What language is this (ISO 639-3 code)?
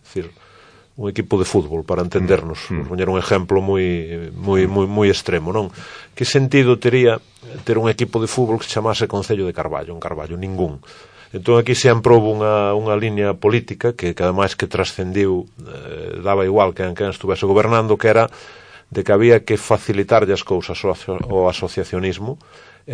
glg